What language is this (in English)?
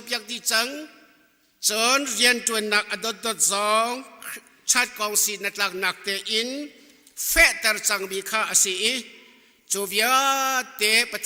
Hakha Chin